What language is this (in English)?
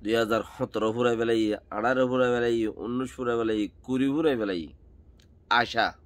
Rohingya